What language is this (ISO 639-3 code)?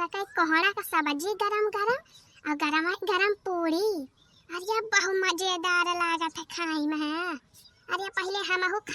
awa